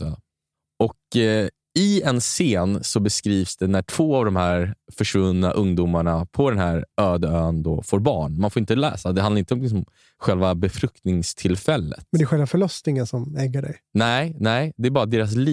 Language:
Swedish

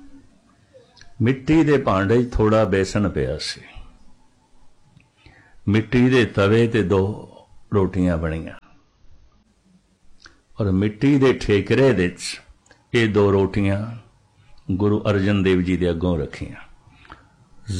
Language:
Punjabi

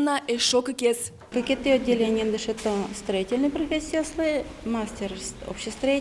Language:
Udmurt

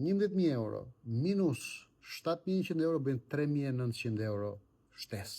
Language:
Albanian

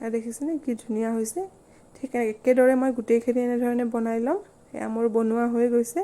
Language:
Assamese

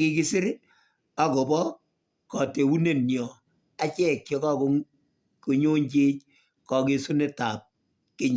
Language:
Kalenjin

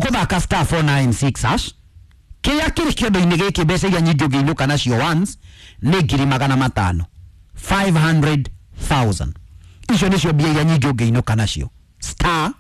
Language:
Kikuyu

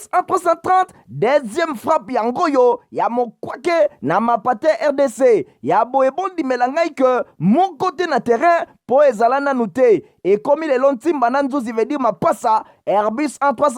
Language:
Lingala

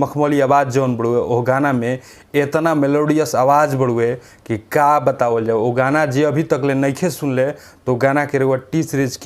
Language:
Bhojpuri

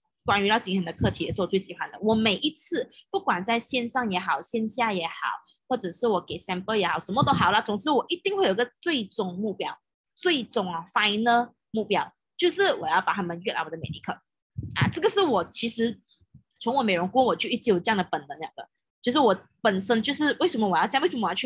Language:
Chinese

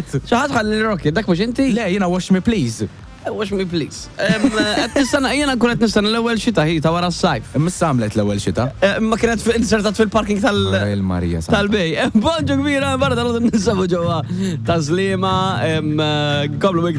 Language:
Maltese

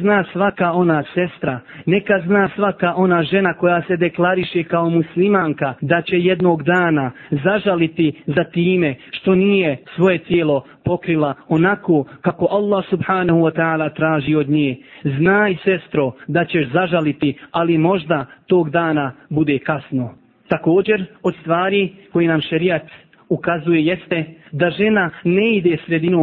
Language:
Bosnian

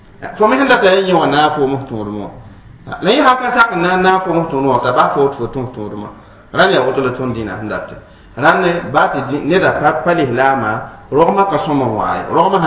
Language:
Mossi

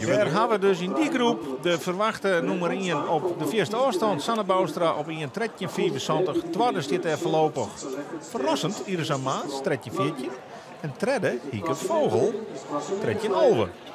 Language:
Western Frisian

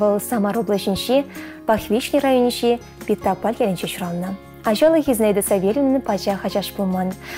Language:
Chuvash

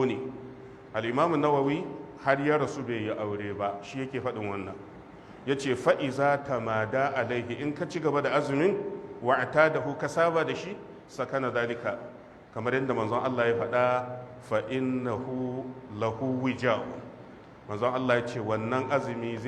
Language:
Hausa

